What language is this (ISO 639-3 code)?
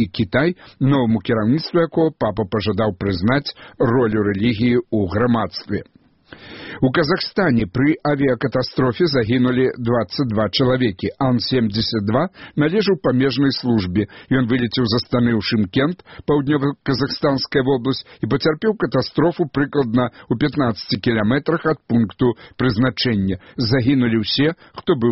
bel